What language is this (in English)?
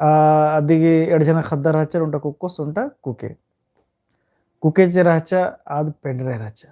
Kurukh